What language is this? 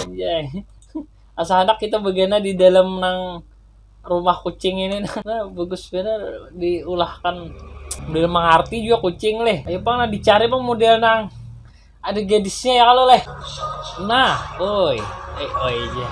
Banjar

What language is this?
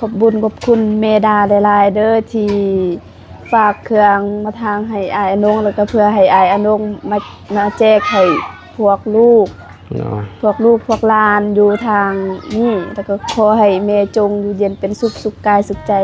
Lao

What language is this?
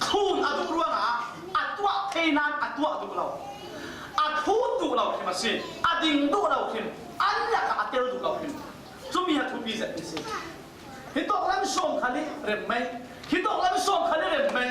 Falam Chin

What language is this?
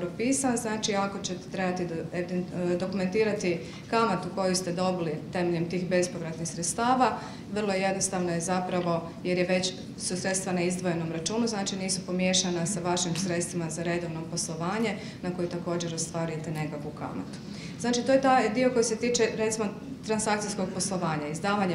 Croatian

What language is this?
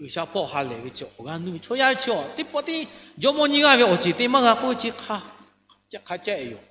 Lahu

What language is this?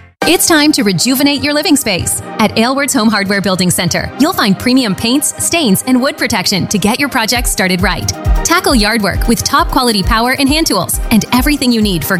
English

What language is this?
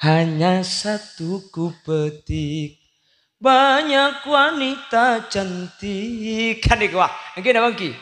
Madurese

